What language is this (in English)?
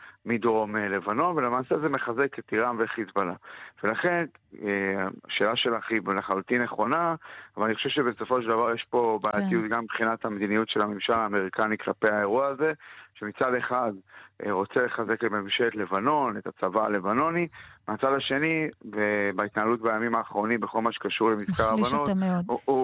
Hebrew